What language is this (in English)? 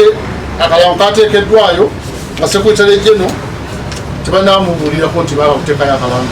Ganda